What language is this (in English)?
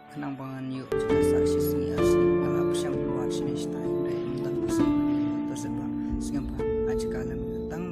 Khasi